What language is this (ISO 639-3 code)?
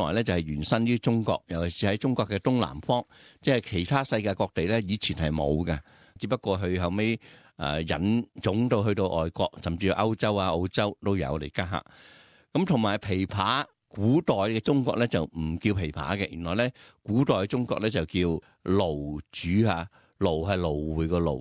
yue